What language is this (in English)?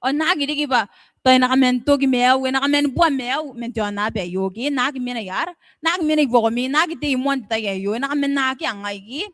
Gilbertese